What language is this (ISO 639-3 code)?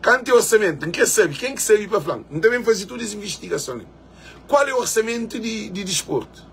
kea